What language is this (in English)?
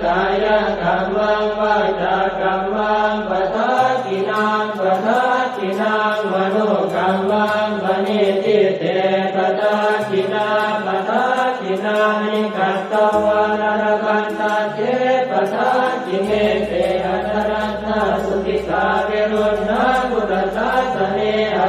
Pali